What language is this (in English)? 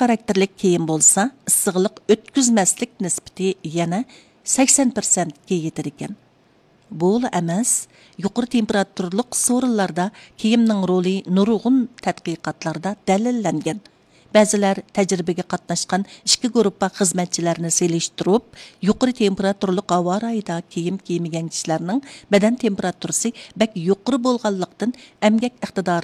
Uyghur